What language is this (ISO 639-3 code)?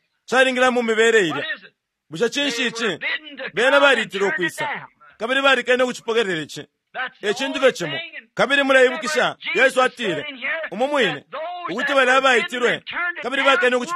bem